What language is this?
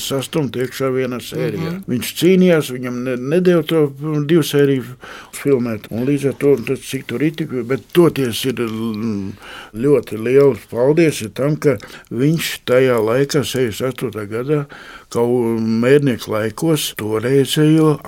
Latvian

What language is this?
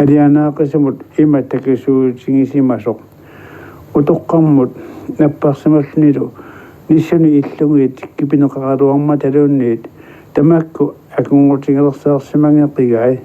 Kalaallisut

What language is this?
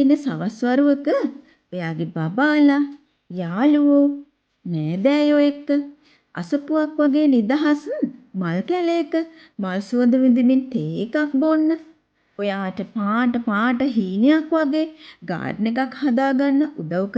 Sinhala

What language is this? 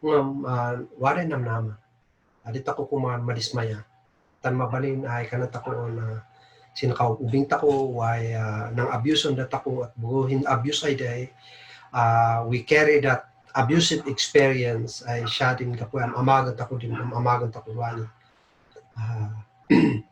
Kankanaey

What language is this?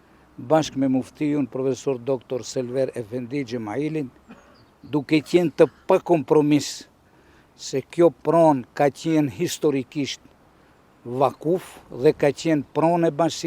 Albanian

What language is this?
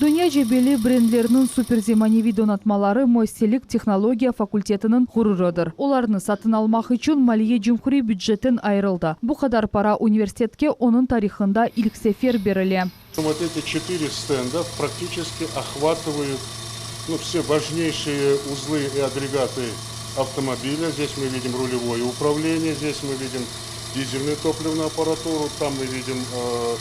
Crimean Tatar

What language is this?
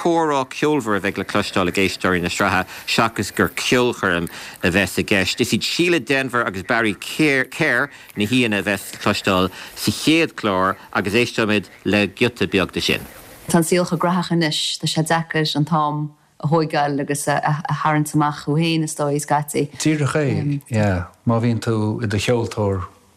Irish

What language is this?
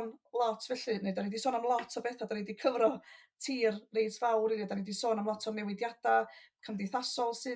Welsh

